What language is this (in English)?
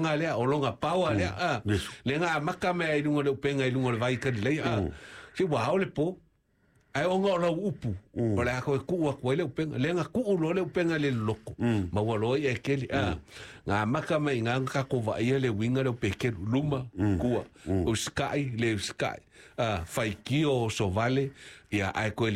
Samoan